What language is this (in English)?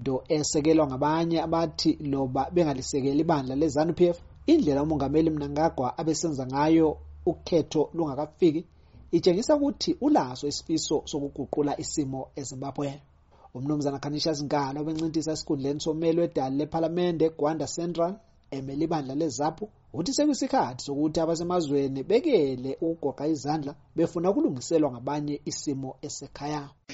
North Ndebele